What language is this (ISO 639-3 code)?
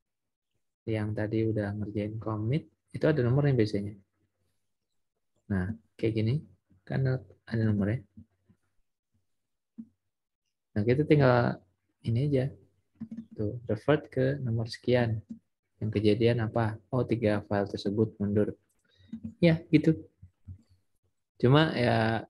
ind